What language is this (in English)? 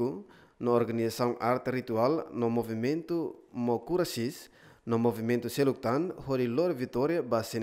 Tetum